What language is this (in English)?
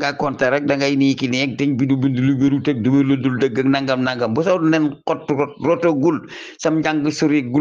Wolof